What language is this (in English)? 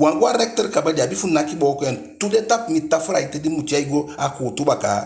Eastern Maroon Creole